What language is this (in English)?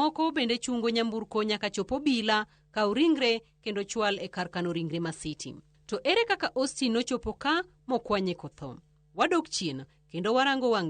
Luo (Kenya and Tanzania)